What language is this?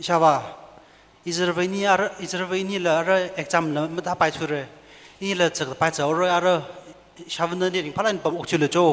Tangkhul Naga (India)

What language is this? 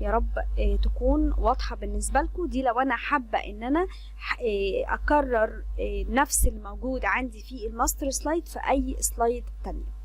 Egyptian Arabic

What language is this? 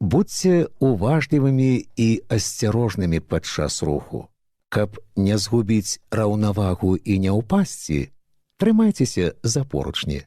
Belarusian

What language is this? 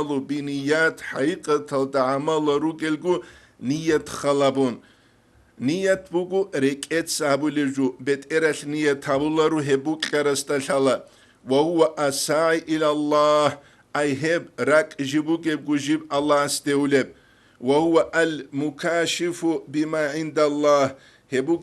Avaric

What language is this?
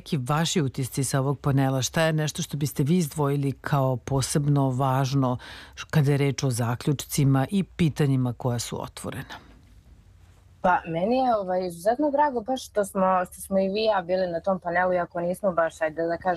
Serbian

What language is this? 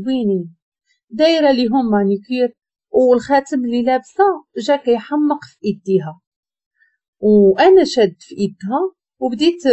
Moroccan Arabic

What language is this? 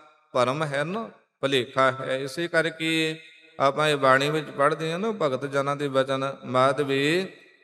Punjabi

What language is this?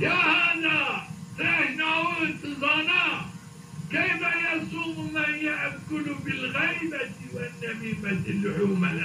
Zaza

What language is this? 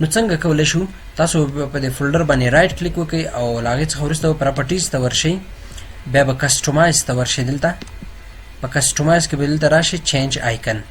Pashto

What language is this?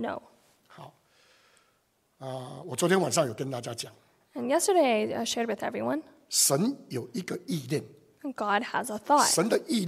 Chinese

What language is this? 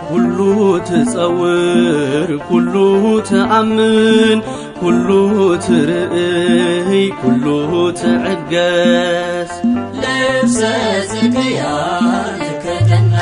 Tigrinya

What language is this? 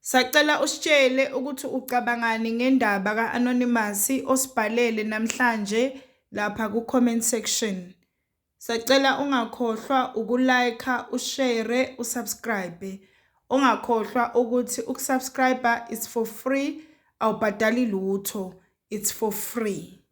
Zulu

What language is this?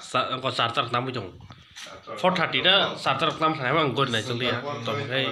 Kok Borok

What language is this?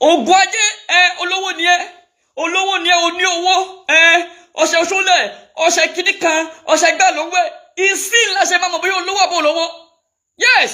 Yoruba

